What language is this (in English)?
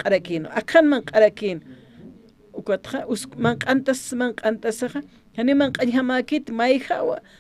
Aymara